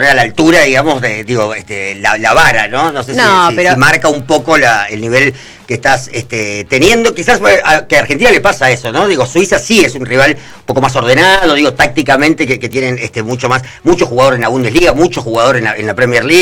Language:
Spanish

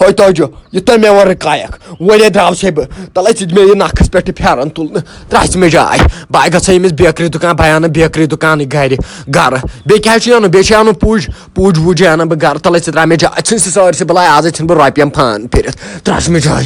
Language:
Kashmiri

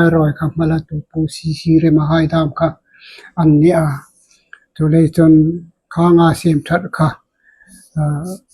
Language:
Hmar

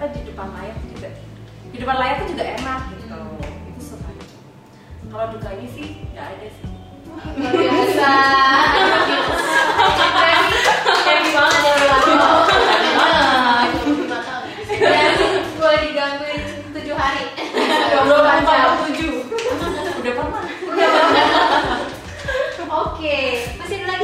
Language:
Indonesian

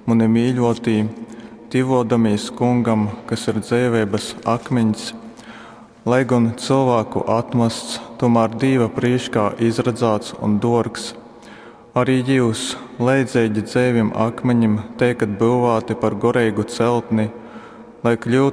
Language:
Latgalian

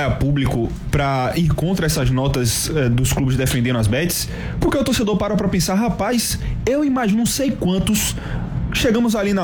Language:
Portuguese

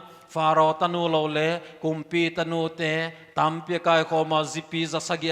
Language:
Paite Chin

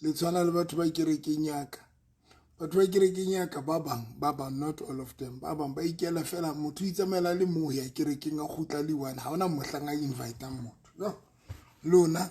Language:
Southern Sotho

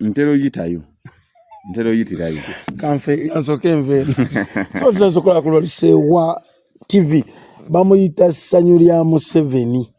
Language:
Ganda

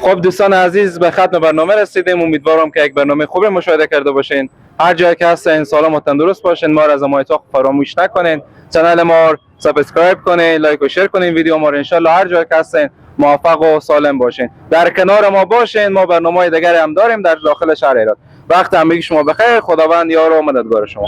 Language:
Persian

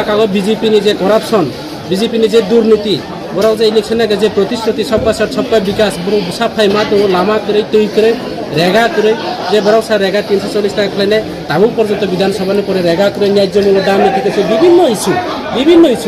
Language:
Kok Borok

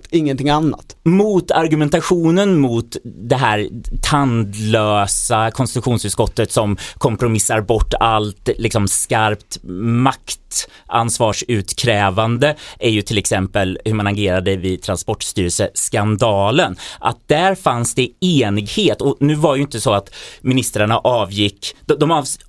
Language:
Swedish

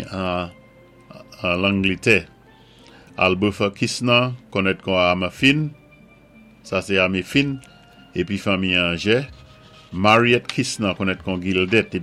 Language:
Saint Lucian Creole French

